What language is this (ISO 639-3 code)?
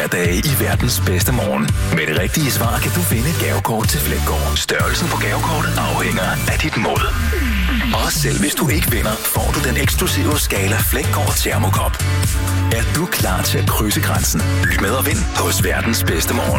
dan